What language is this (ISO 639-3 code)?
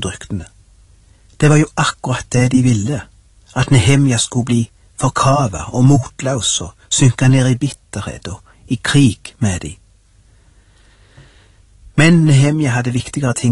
nor